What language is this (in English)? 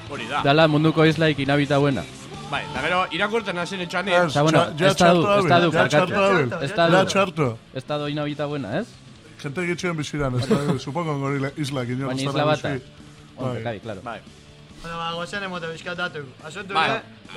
Basque